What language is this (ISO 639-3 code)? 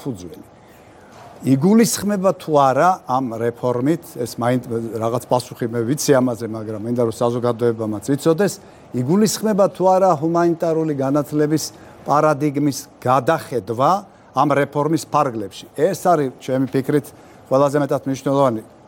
kat